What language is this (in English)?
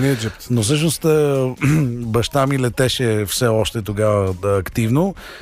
Bulgarian